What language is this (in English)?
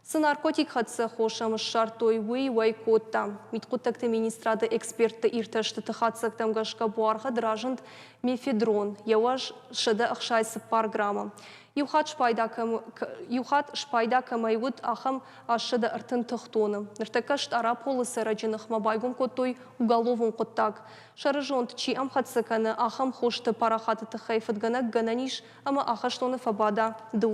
Ossetic